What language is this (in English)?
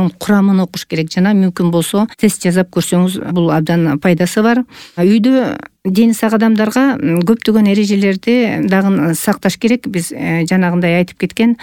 Kyrgyz